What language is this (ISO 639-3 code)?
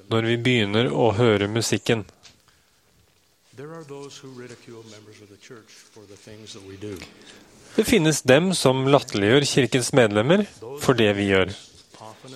nor